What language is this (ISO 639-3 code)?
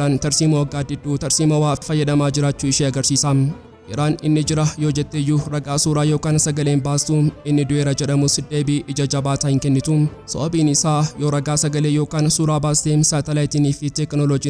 orm